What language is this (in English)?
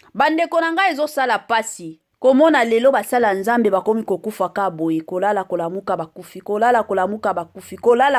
Lingala